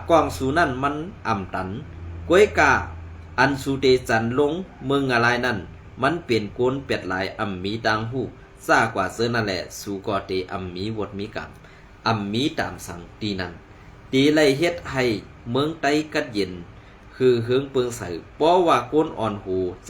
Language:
Shan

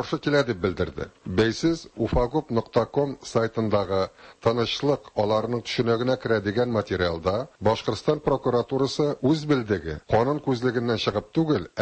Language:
Tatar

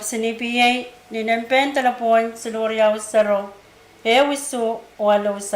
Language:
Pohnpeian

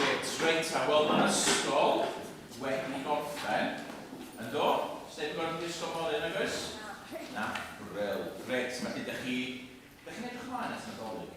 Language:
Welsh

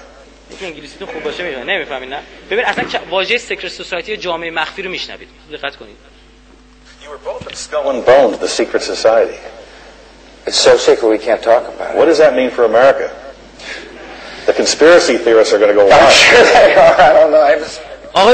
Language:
Persian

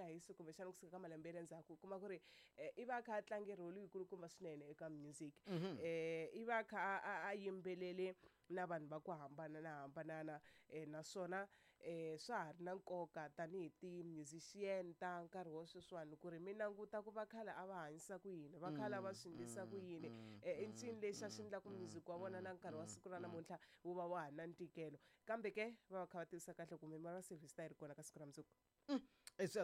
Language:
Tsonga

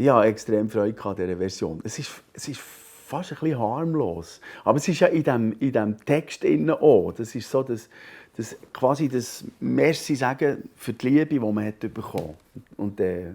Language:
Swiss German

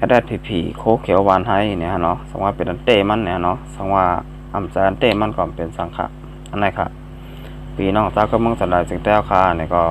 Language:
Shan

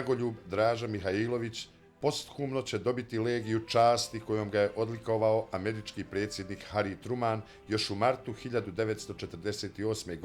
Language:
Bosnian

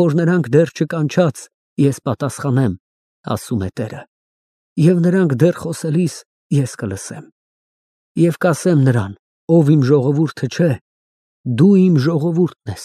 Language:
Armenian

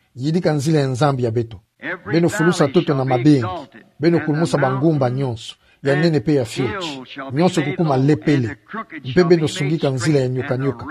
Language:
Kituba (Democratic Republic of Congo)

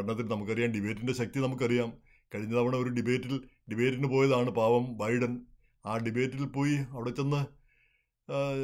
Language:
Malayalam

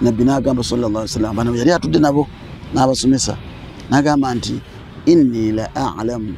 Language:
Ganda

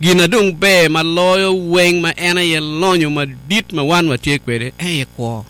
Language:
Acoli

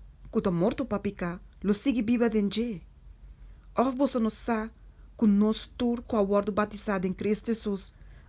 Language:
Papiamento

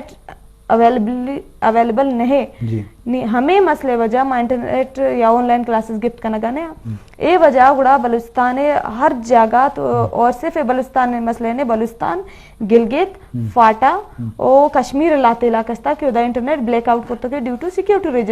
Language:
Eastern Balochi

